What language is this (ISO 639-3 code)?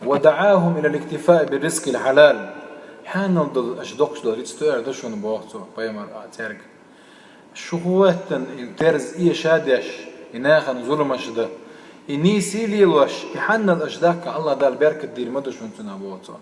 che